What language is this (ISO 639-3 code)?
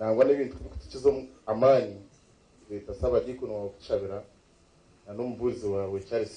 nyn